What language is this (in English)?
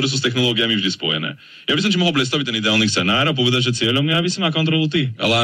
Slovak